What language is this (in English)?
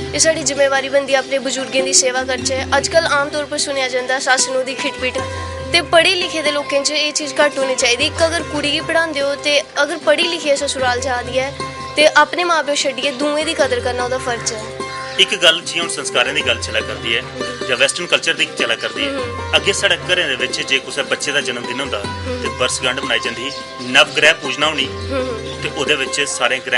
Dogri